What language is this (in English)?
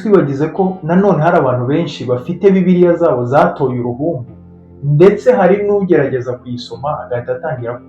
Kinyarwanda